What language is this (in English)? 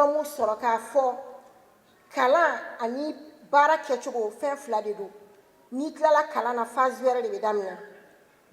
Bambara